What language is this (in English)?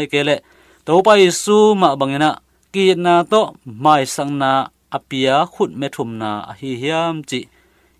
Tedim Chin